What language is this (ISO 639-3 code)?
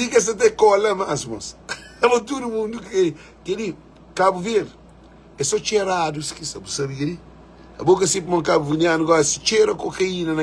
kea